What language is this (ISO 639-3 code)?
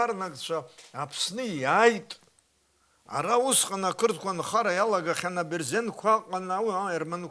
abk